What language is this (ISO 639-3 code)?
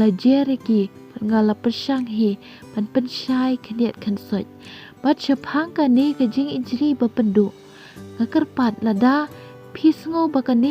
kha